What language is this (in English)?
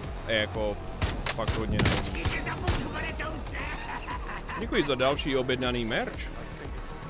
Czech